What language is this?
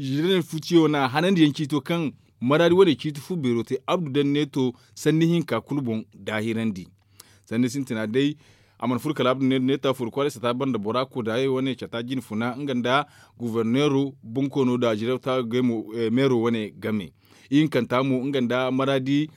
Zarma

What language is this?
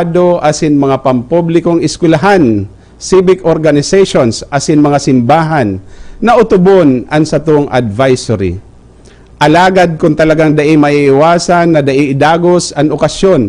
Bikol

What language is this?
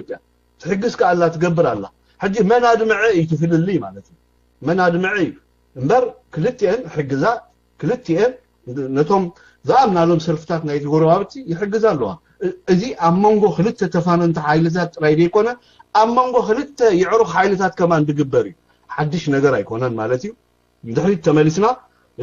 Tigrinya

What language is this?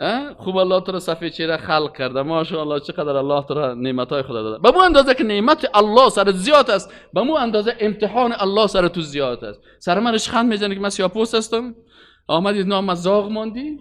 Persian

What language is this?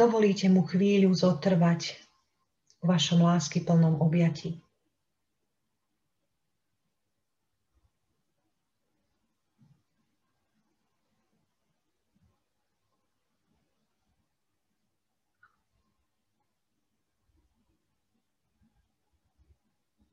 Slovak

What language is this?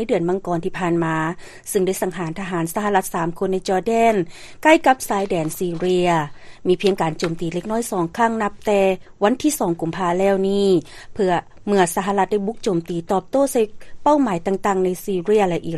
Lao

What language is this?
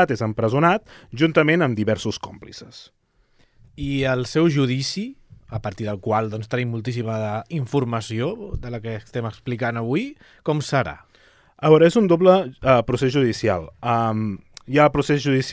Catalan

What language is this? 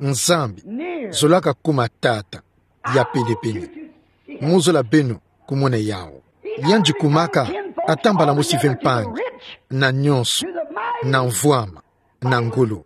Kituba (Democratic Republic of Congo)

